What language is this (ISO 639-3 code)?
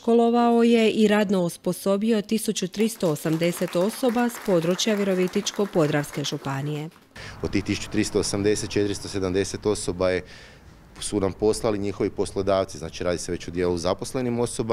hrv